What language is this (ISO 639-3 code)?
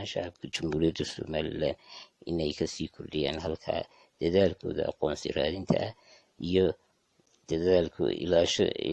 som